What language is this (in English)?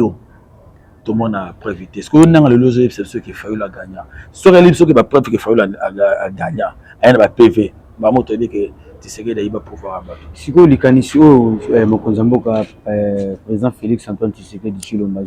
Lingala